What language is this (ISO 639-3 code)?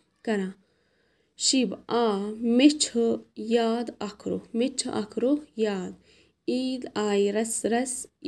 kas